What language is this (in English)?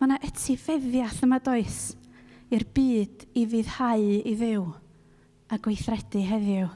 Welsh